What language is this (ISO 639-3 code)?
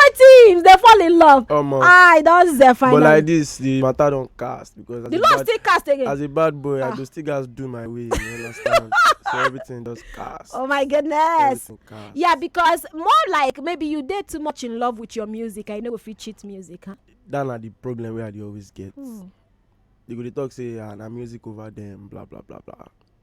pcm